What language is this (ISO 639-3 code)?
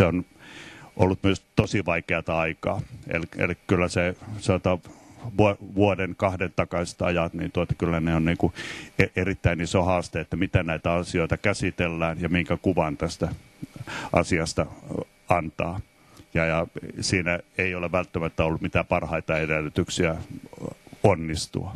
fin